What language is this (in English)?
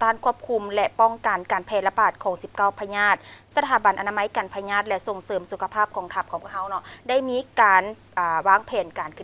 Lao